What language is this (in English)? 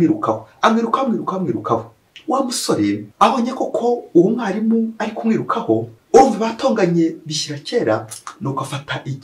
Kinyarwanda